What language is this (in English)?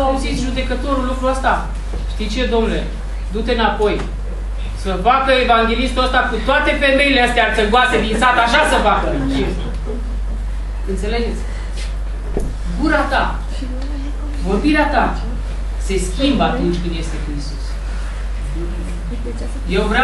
Romanian